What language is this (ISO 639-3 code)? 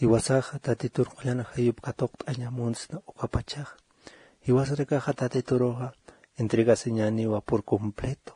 aym